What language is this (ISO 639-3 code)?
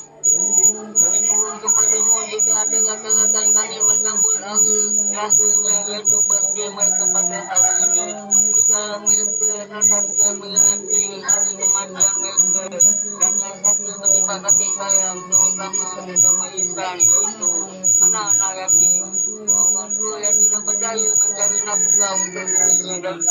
msa